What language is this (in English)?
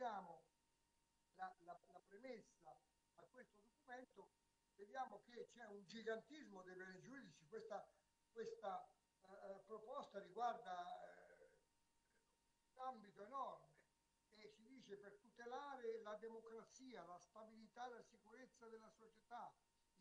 Italian